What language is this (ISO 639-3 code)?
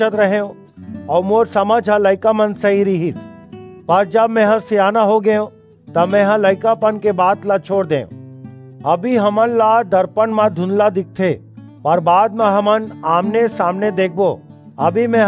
hne